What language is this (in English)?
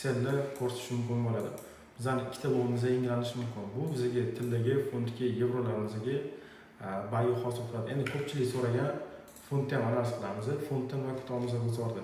Uzbek